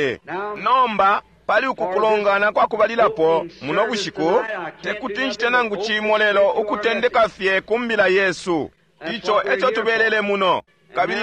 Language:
Bemba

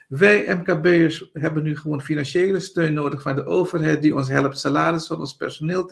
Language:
Dutch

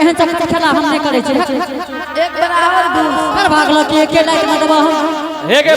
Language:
Angika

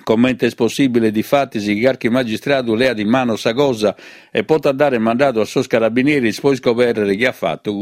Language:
Sardinian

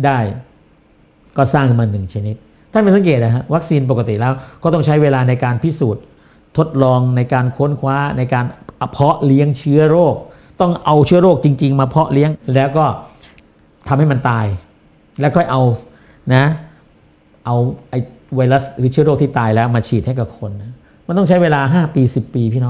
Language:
Thai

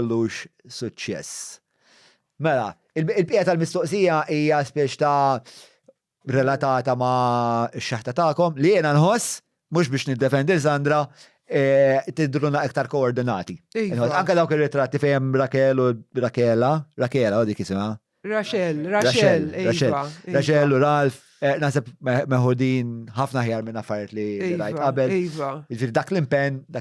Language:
Maltese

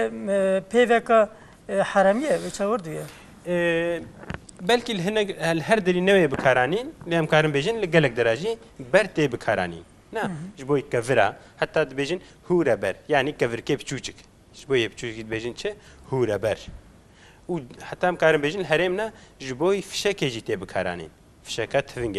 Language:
Kurdish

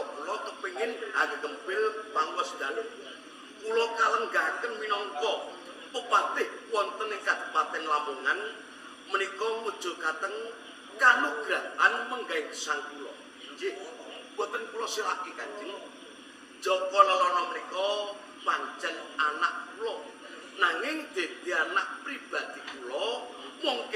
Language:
Javanese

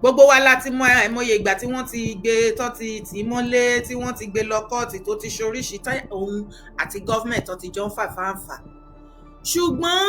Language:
Yoruba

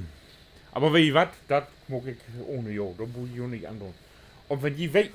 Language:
Low German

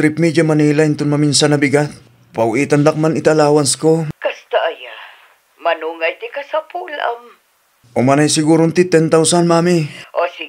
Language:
Iloko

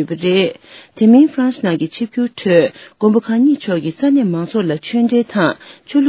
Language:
Tibetan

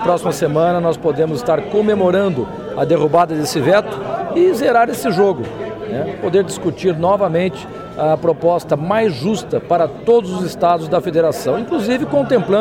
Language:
Portuguese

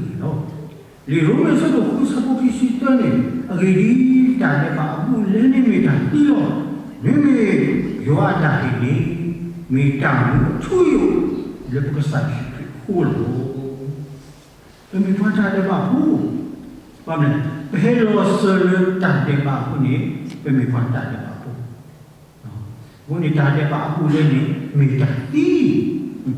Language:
S'gaw Karen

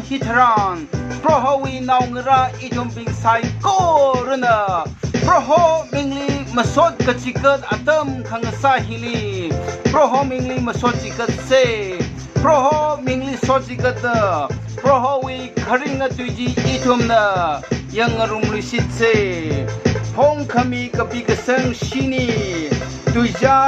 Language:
Tangkhul Naga (India)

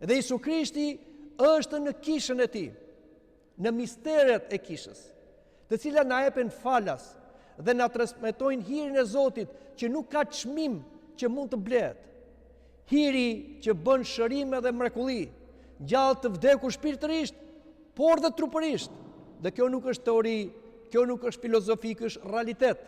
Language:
Albanian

